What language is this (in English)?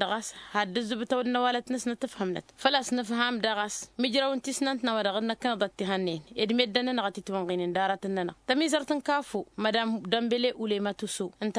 Tamasheq